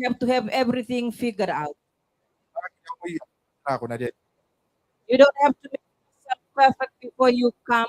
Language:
Gilbertese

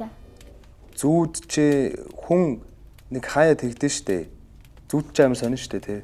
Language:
Mongolian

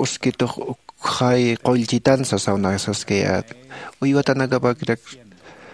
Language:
Aymara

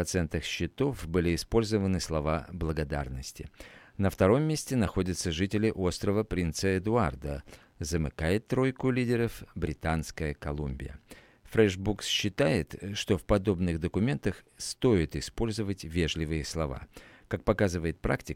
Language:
Russian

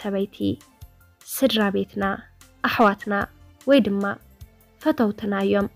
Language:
Tigrinya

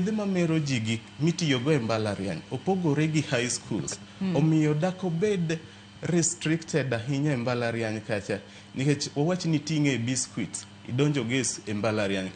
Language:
Luo (Kenya and Tanzania)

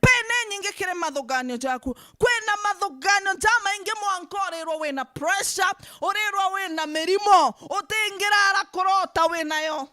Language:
Meru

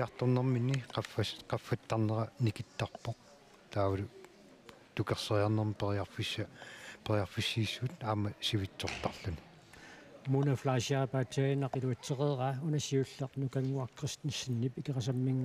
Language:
Kalaallisut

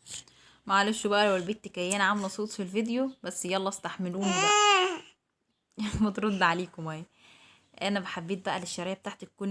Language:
Egyptian Arabic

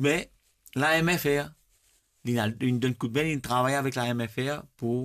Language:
Morisyen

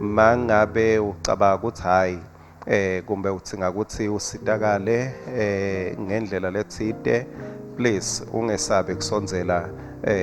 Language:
Swati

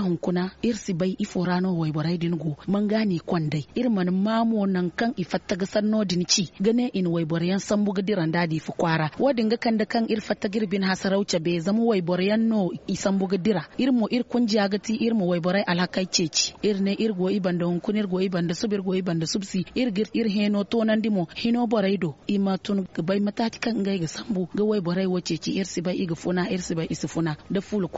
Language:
Zarma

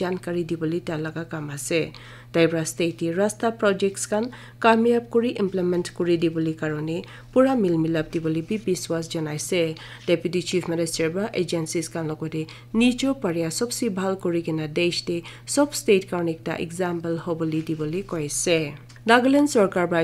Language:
Naga Pidgin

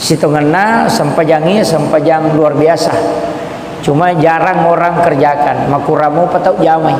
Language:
Buginese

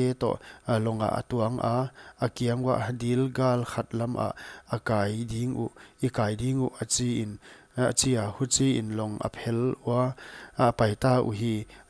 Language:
Paite Chin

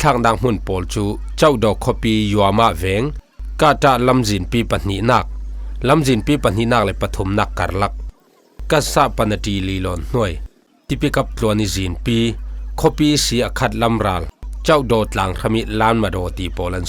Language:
Falam Chin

